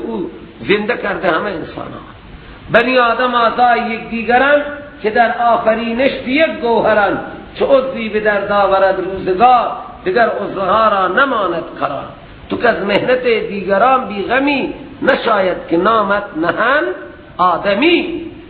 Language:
Persian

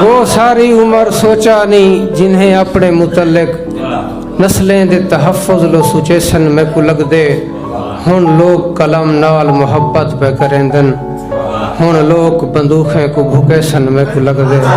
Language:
Saraiki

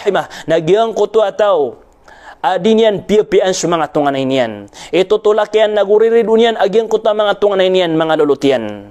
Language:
Maranao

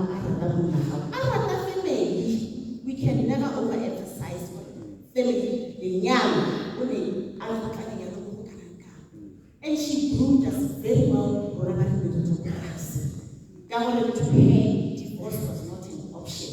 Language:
Tswana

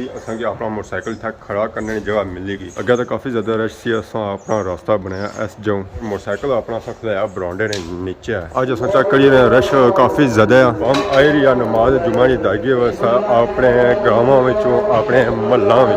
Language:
Pahari-Potwari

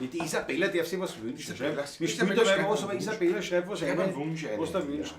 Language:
Bavarian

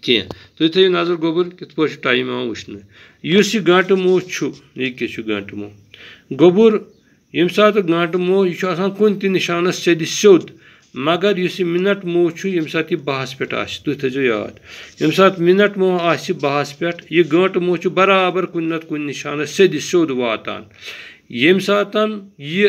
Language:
Kashmiri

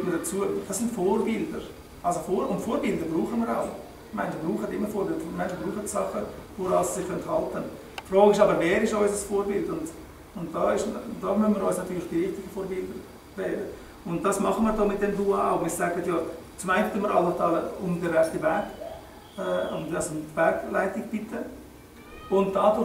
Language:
Swiss German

